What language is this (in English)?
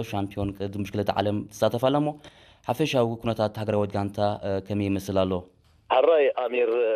Tigrinya